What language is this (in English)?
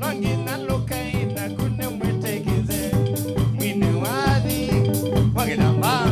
Kamba